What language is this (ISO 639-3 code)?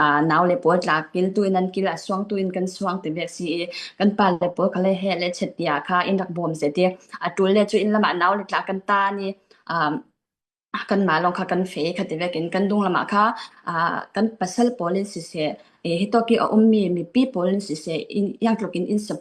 cfm